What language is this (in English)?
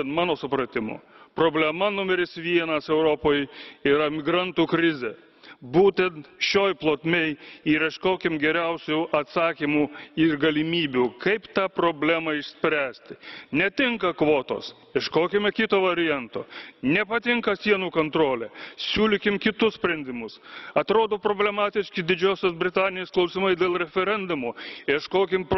Lithuanian